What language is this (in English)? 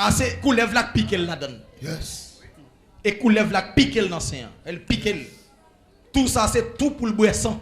Haitian Creole